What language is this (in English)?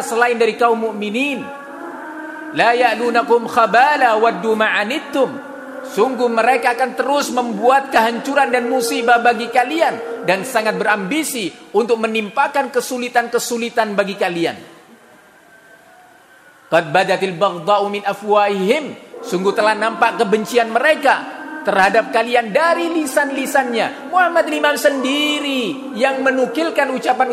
Indonesian